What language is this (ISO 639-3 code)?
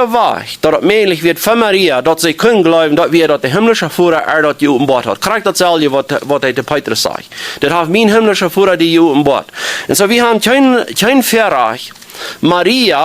pdt